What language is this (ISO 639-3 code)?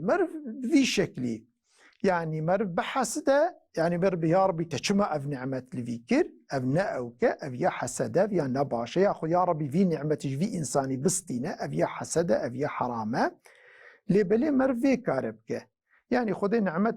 kur